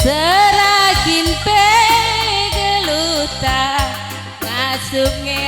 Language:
Batak Karo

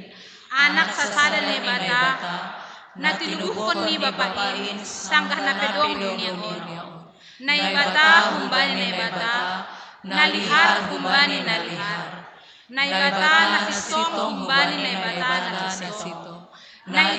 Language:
Batak Simalungun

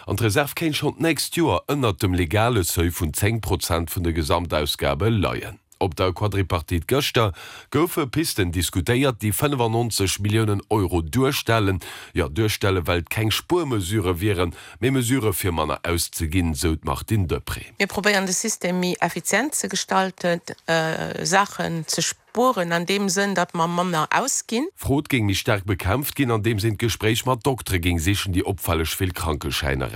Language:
Luxembourgish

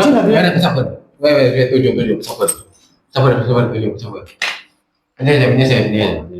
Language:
Madurese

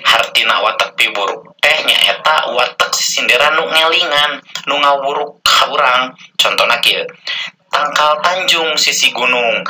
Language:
Sundanese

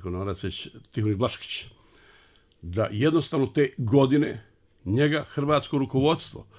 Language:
Bosnian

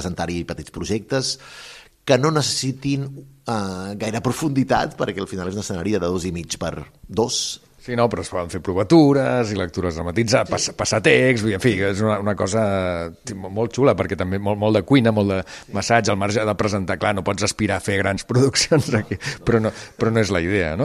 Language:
Catalan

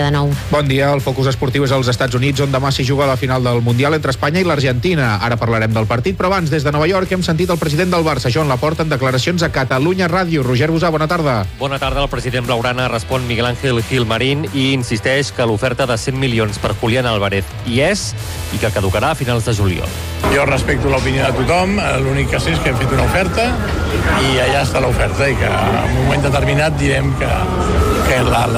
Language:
Catalan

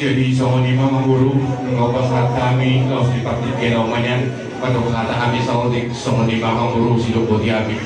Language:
Batak Toba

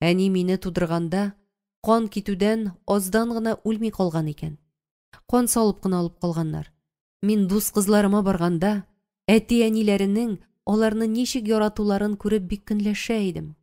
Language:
Tatar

